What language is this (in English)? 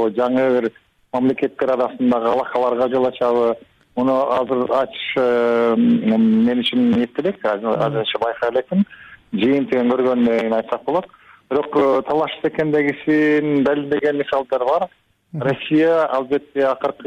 Kyrgyz